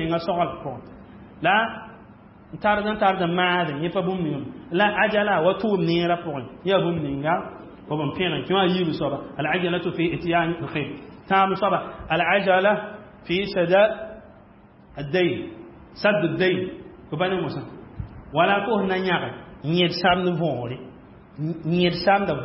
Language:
Mossi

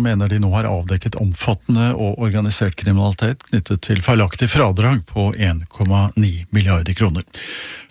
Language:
Norwegian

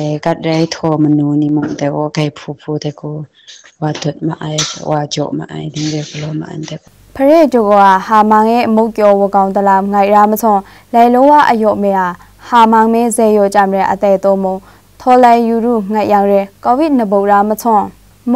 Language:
Maru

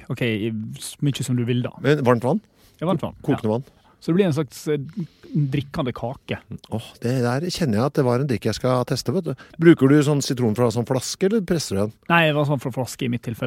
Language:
Norwegian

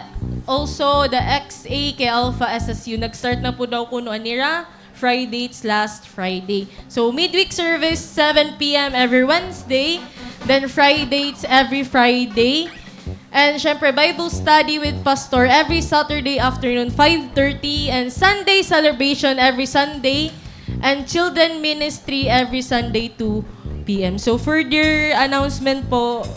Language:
Waray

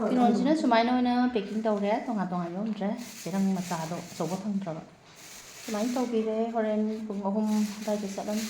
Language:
Manipuri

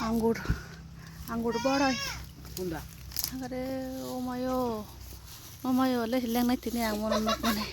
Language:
Kok Borok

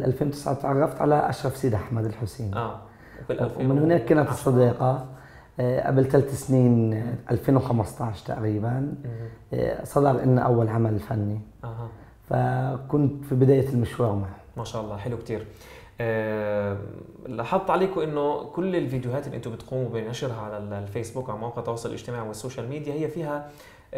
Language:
South Levantine Arabic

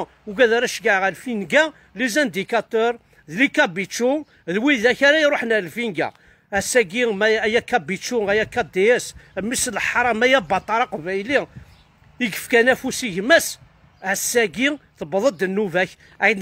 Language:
Kabyle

